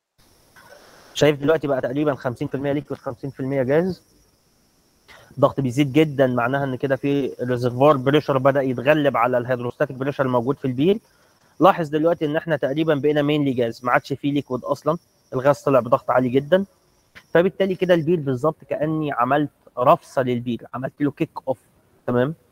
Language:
Egyptian Arabic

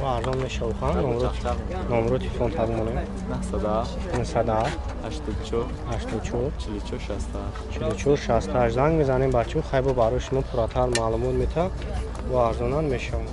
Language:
Tajik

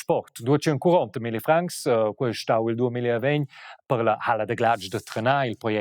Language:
Romansh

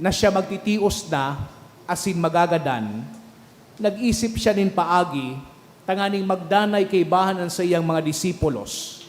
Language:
Bikol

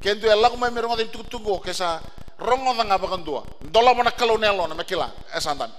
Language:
Fijian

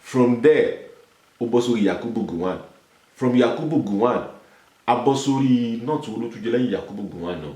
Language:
Yoruba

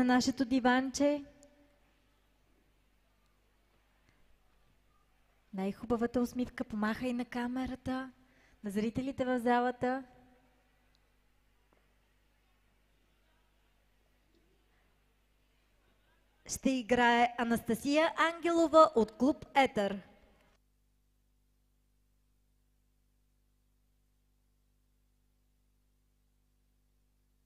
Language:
Bulgarian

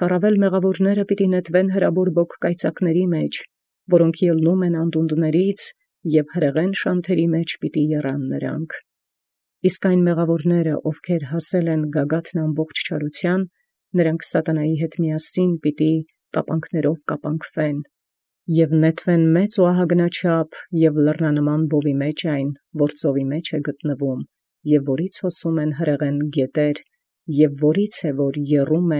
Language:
Armenian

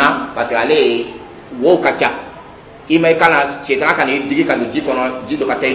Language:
Dyula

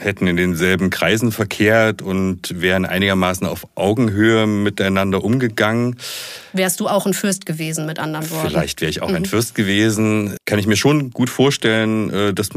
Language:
German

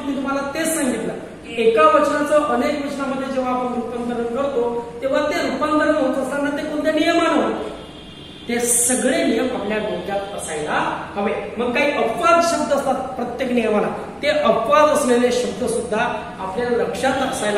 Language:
Marathi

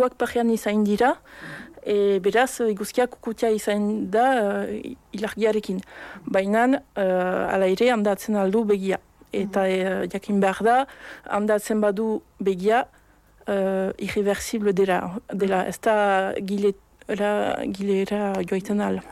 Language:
Basque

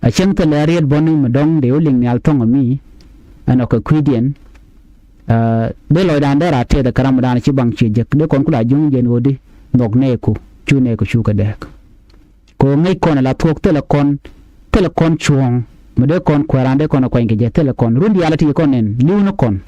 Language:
Nuer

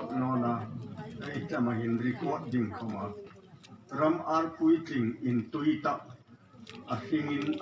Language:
Hmar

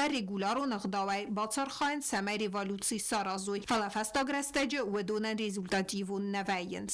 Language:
Ossetic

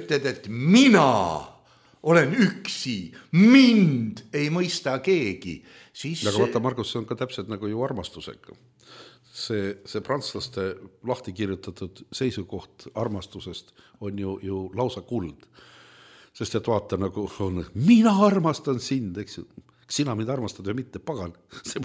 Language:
Estonian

